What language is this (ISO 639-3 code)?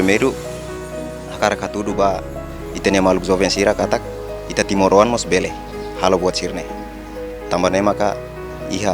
tet